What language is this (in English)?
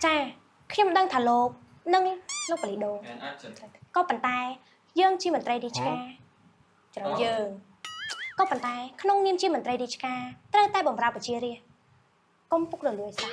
Khmer